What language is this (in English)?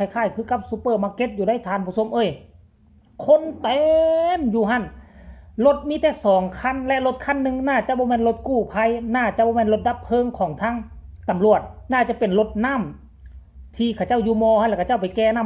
Lao